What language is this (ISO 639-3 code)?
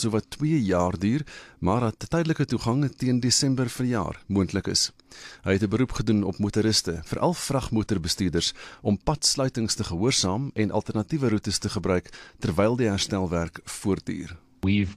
afr